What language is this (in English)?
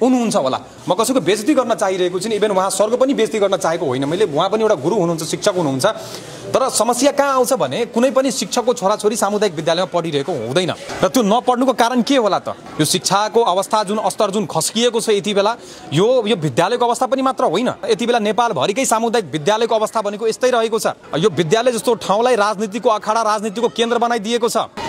Nepali